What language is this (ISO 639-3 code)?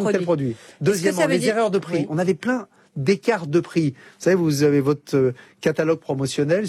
fra